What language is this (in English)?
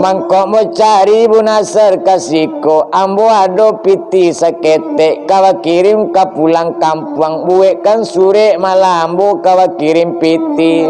Minangkabau